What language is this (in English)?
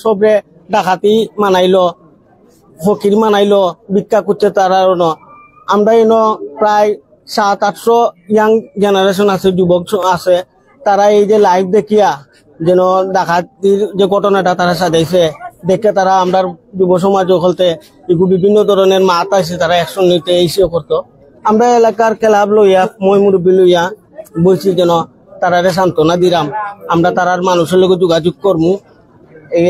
Sylheti